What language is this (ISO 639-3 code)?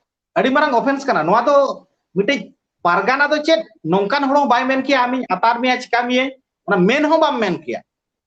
sat